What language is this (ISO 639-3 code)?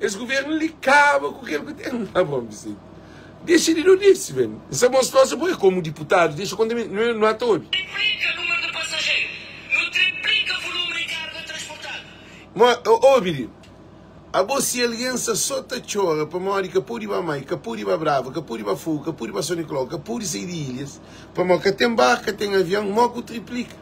kea